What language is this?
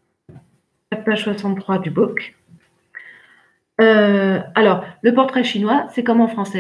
French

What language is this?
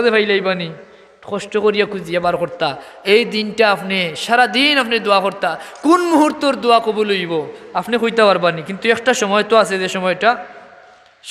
Sylheti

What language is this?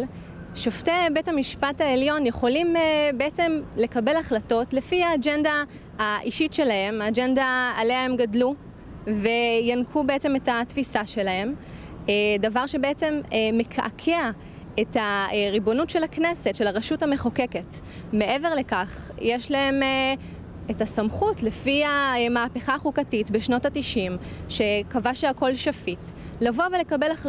Hebrew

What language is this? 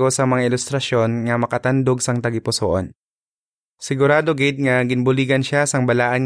Hiligaynon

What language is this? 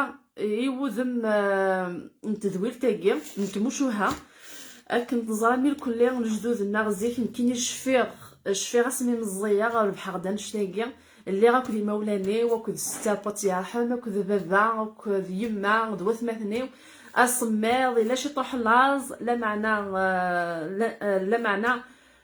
Kabyle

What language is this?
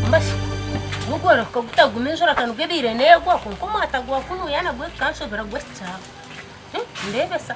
Nyankole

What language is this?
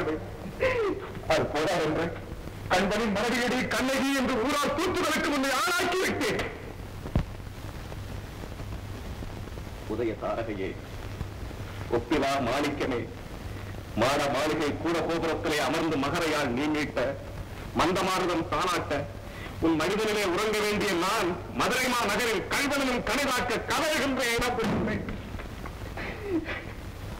Tamil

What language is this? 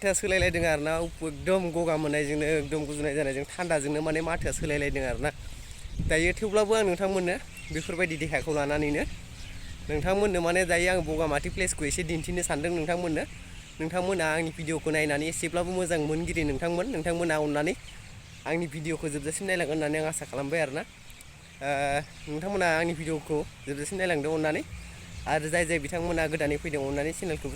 Bodo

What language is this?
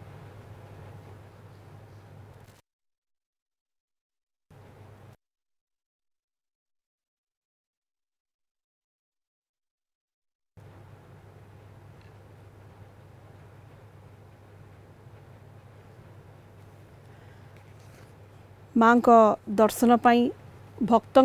Odia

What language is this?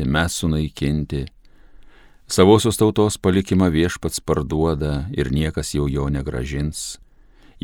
Lithuanian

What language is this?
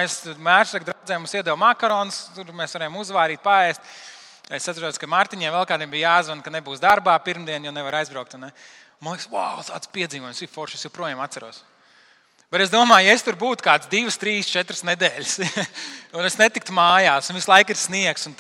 Latvian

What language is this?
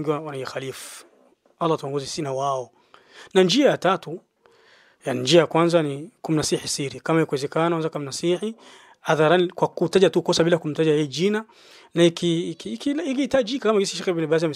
Swahili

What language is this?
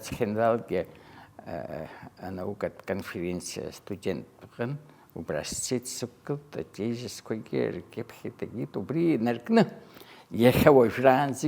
Abkhazian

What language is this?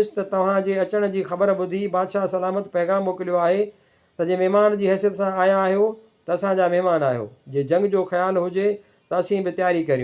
Sindhi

